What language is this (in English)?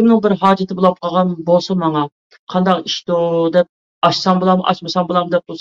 Uyghur